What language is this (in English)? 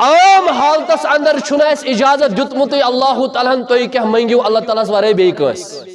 Kashmiri